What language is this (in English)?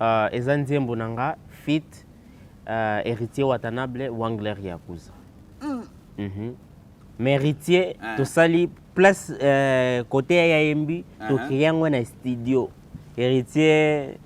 Lingala